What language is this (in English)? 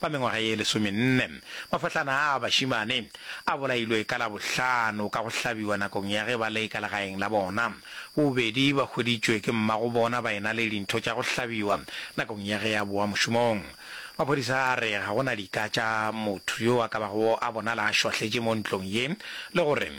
Northern Sotho